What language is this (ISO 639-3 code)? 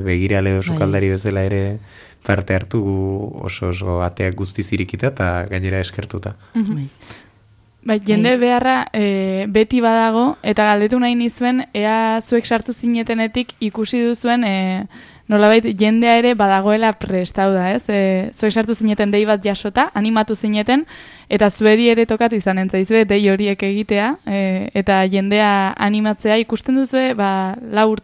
eus